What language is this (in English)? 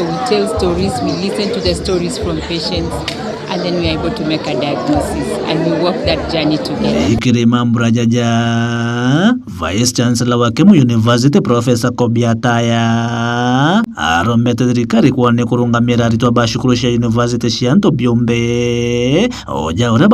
Meru